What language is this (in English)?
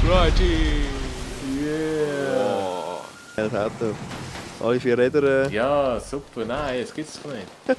Swiss German